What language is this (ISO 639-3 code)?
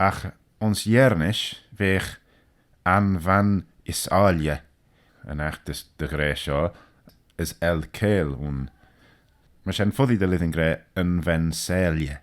glv